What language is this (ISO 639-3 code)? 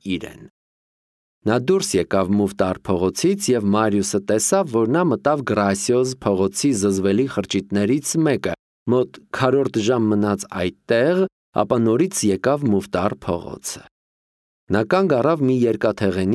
hye